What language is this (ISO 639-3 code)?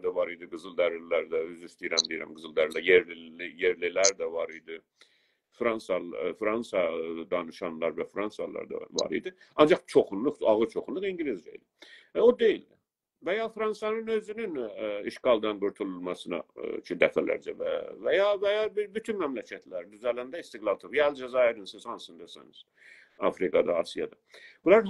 azb